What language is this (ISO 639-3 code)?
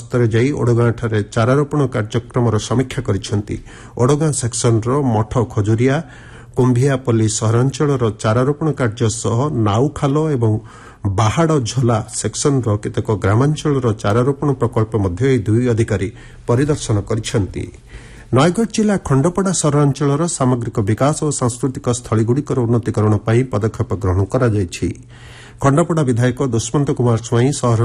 ori